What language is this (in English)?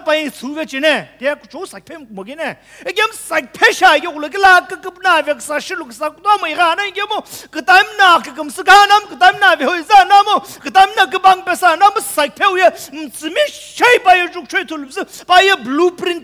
Sumi Naga